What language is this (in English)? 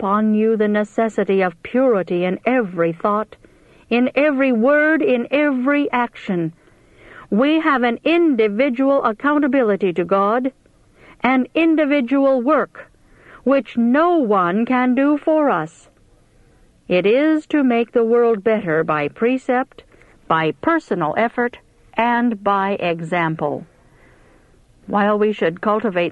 English